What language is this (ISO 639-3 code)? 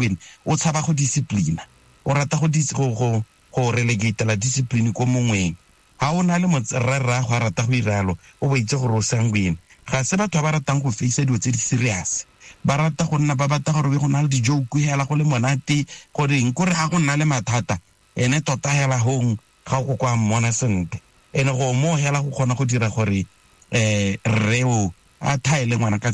tsn